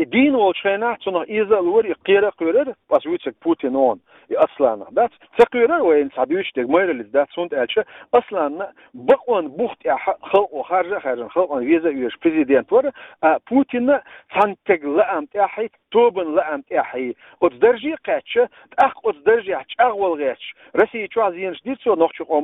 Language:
Chechen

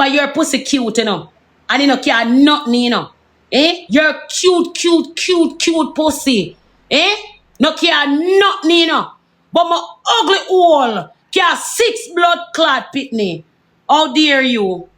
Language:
Jamaican Creole English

